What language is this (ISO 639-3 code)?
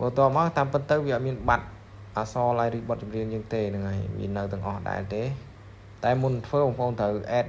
khm